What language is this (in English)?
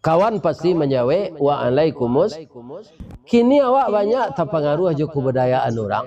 Minangkabau